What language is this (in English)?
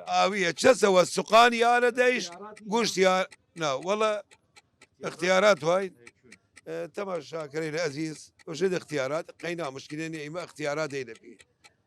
Southern Kurdish